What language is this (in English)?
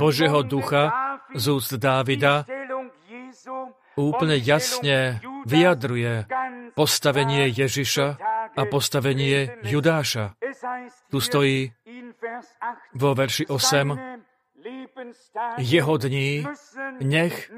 Slovak